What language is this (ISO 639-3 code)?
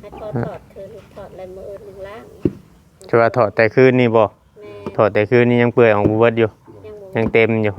tts